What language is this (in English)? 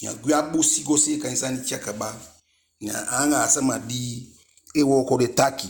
Eastern Maroon Creole